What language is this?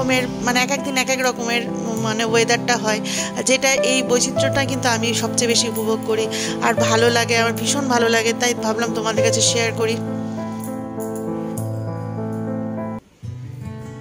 Bangla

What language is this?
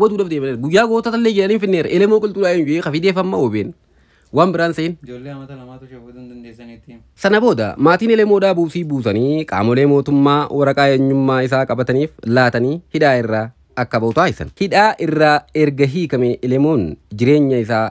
Oromo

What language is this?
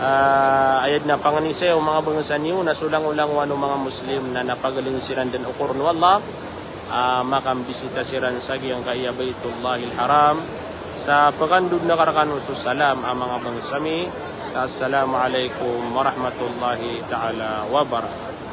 Maranao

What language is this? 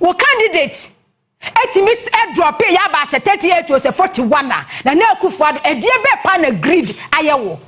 Akan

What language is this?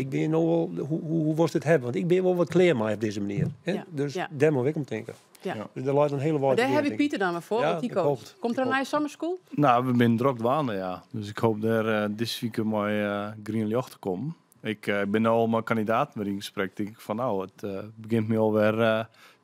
Western Frisian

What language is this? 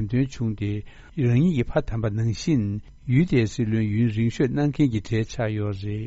Tibetan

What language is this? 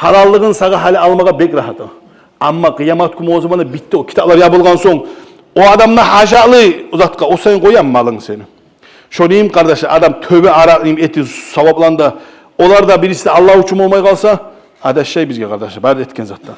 Kumyk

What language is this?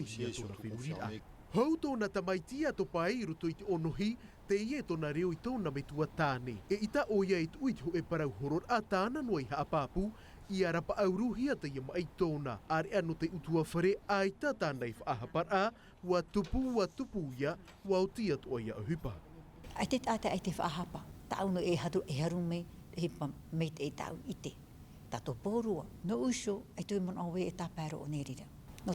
Tahitian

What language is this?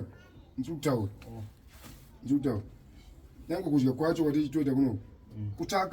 Shona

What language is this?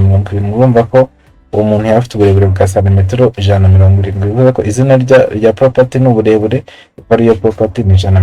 Kinyarwanda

